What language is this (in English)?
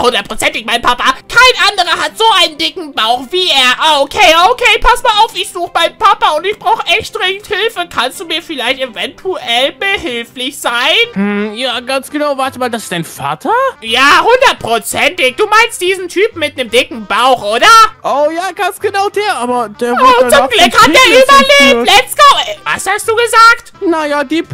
German